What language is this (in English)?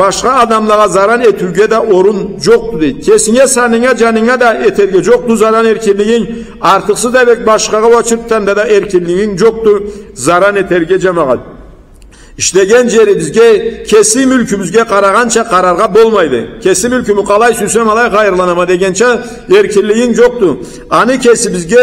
Karachay-Balkar